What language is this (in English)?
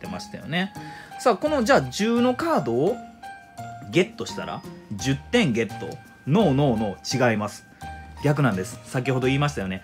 Japanese